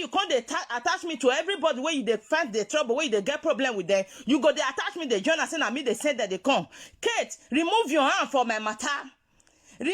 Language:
Nigerian Pidgin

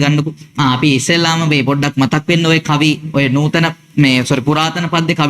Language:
Sinhala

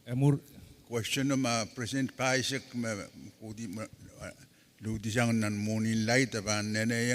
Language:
Pohnpeian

